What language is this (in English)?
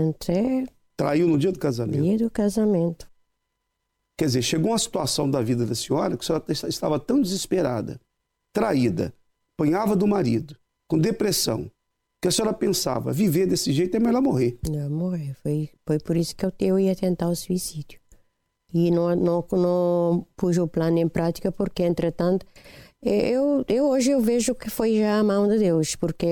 Portuguese